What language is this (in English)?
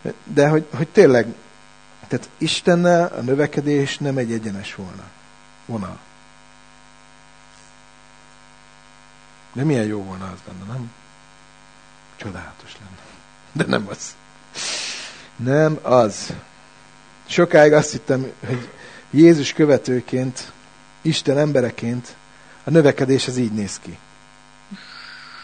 Hungarian